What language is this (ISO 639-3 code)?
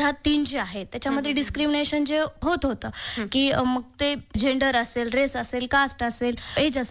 mar